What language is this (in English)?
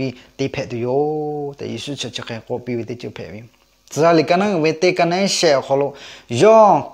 Lahu